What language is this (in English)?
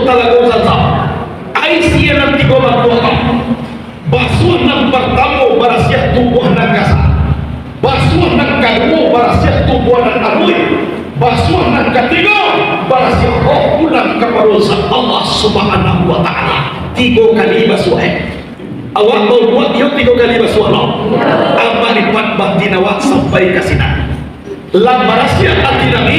Minangkabau